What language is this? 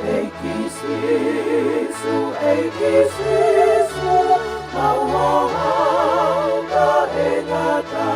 Tongan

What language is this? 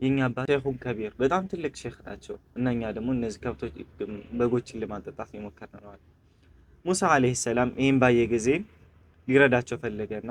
Amharic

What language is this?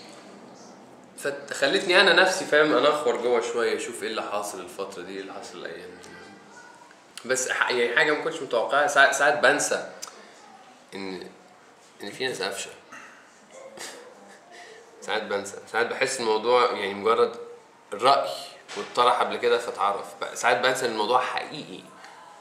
Egyptian Arabic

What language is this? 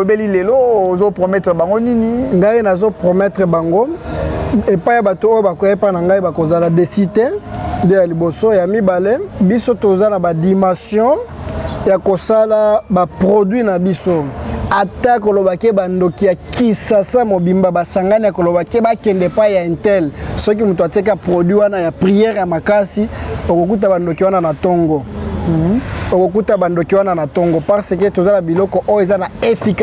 Lingala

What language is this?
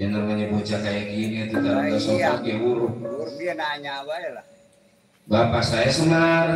Betawi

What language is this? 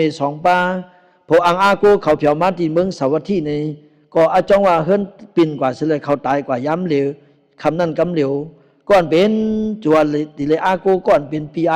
Shan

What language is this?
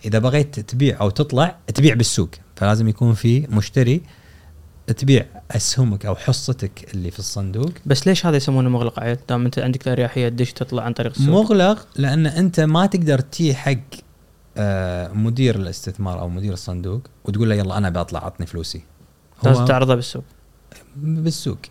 Gulf Arabic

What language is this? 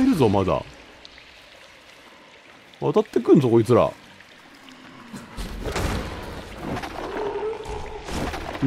Japanese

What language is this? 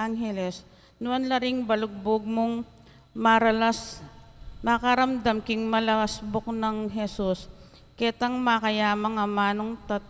Pampanga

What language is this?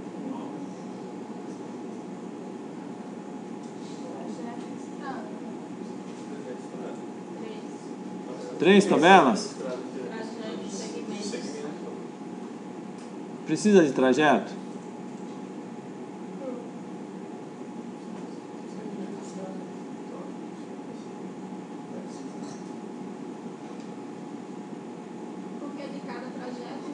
Portuguese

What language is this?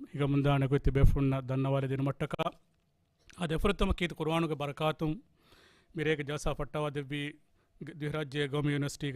Divehi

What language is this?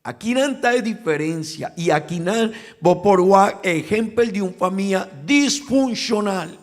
Papiamento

